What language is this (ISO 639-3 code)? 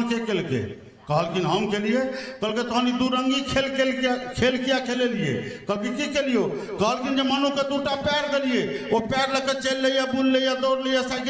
mai